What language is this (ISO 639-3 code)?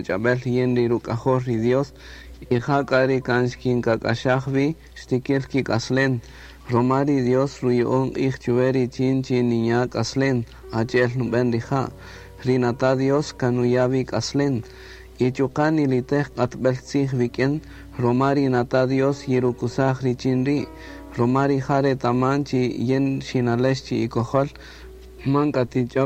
cak